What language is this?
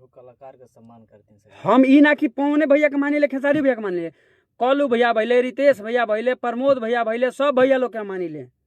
Bhojpuri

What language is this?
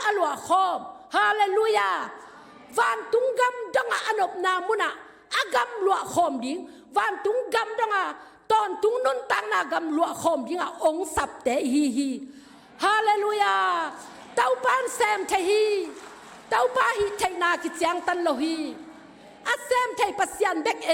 Tedim Chin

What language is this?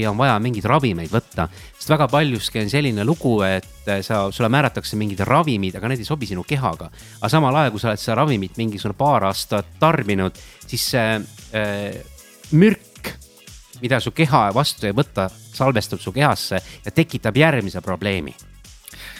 Estonian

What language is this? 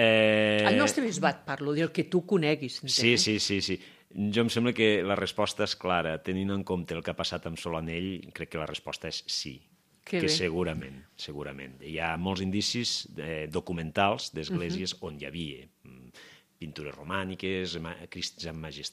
Catalan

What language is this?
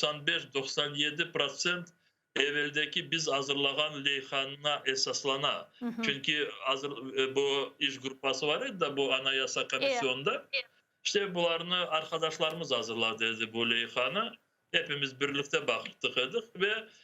Crimean Tatar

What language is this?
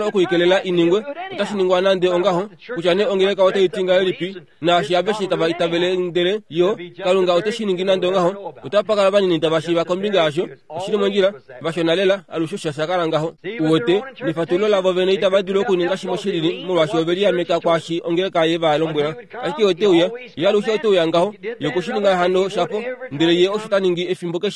Kuanyama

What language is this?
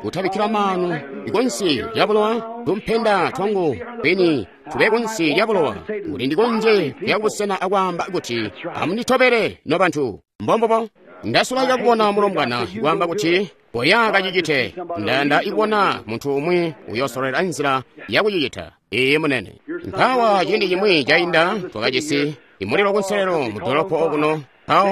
Tonga (Zambia)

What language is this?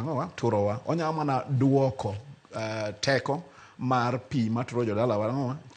Luo (Kenya and Tanzania)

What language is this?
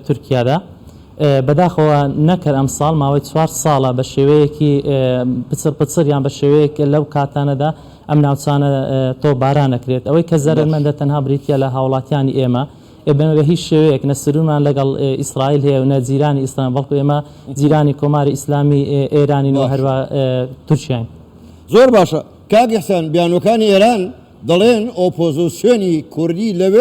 Central Kurdish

